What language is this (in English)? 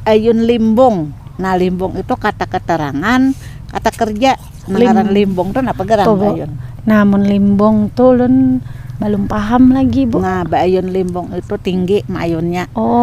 Banjar